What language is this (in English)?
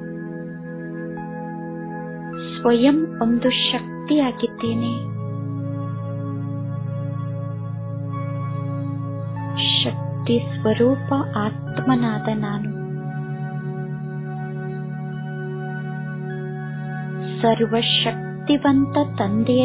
Kannada